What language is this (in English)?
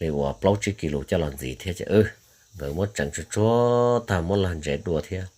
Hmong